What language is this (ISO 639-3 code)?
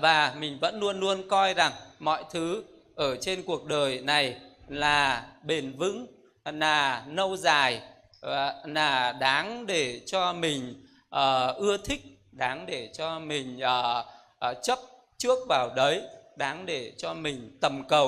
vie